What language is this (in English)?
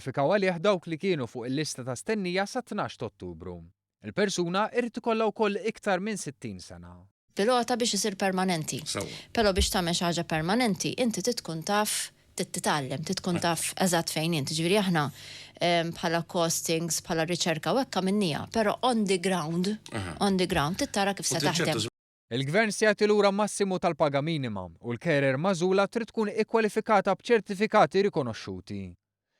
Maltese